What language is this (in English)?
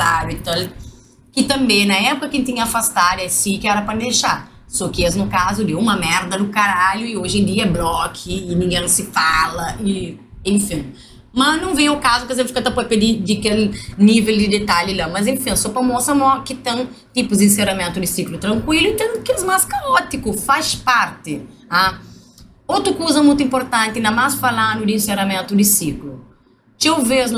Kabuverdianu